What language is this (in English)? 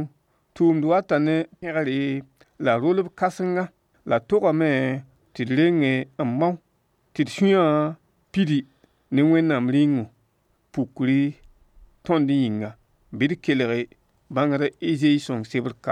Mossi